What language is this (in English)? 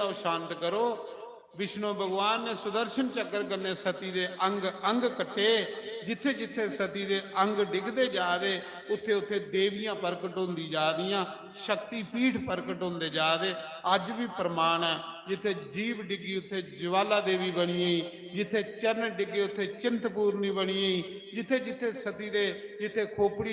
Dogri